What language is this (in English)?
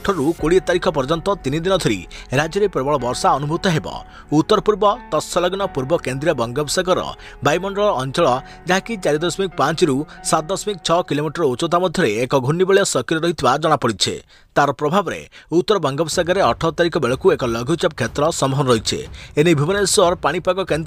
Odia